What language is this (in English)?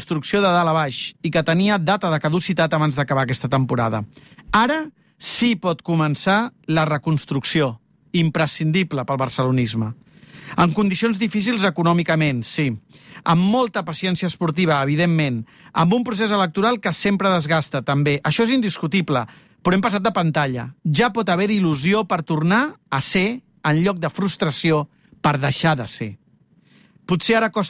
Catalan